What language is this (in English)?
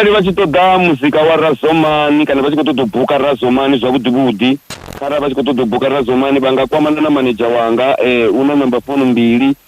Venda